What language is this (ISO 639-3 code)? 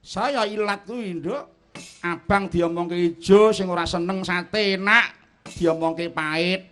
jav